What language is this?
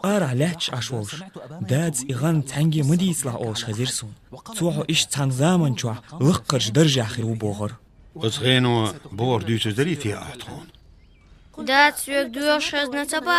Chechen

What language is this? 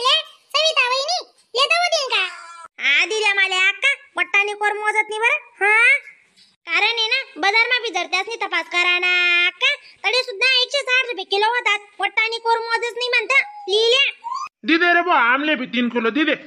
Khandesi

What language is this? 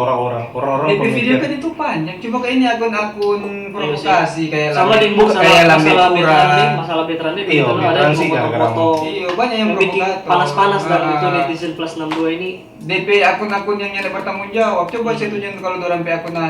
Manado Malay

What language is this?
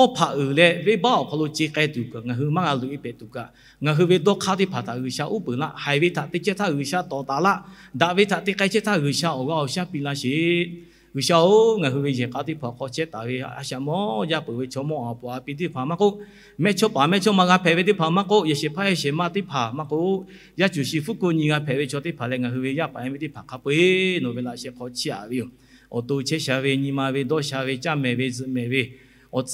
Lahu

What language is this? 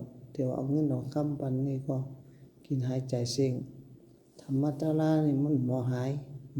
Shan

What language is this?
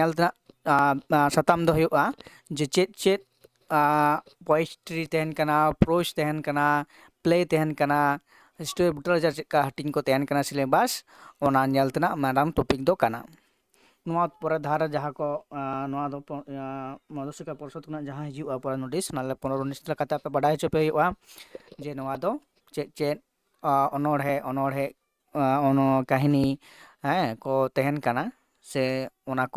Santali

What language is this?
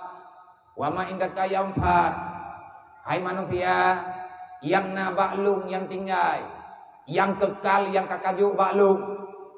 Achinese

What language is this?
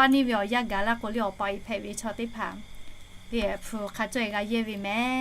Lahu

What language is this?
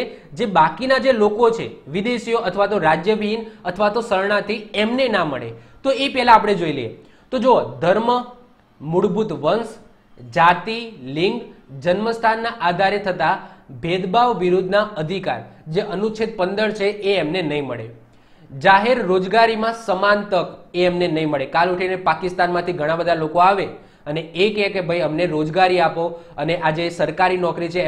Gujarati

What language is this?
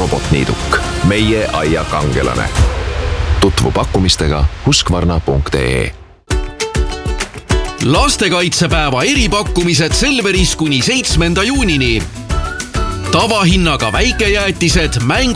Estonian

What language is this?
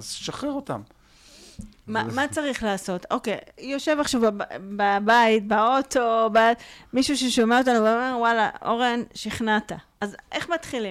Hebrew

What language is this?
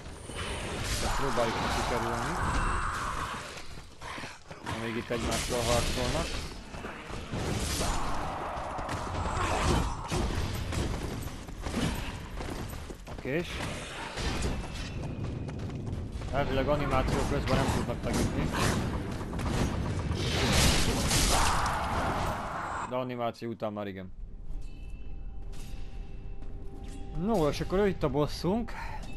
Hungarian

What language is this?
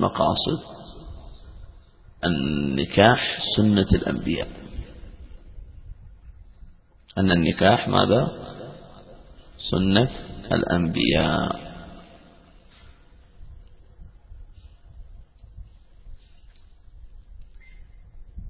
Arabic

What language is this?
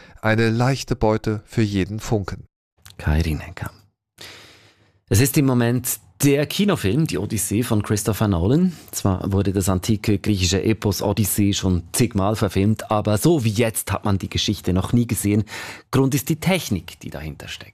German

